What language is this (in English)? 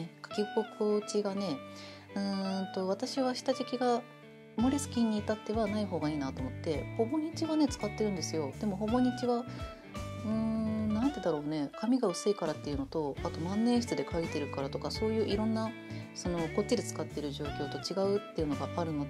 Japanese